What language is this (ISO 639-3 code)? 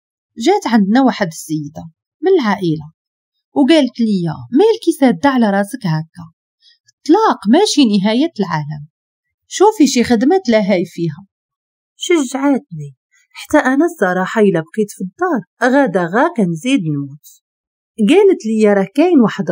ary